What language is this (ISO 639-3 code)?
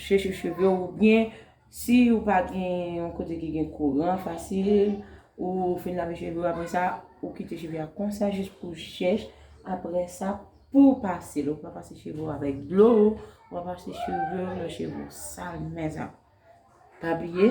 hat